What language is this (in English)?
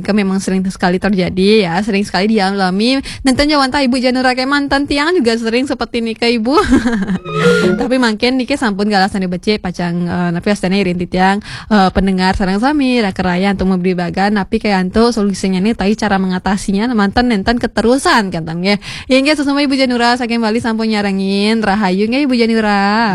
Balinese